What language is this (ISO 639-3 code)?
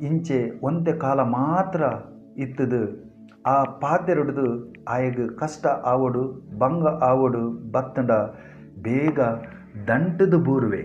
tcy